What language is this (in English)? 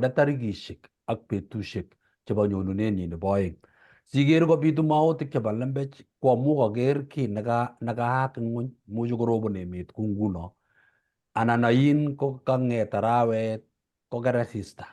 Kalenjin